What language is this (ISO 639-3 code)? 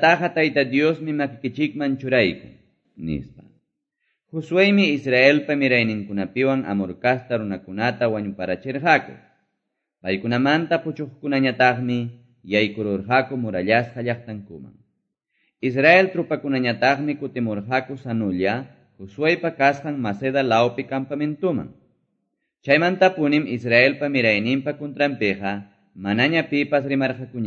que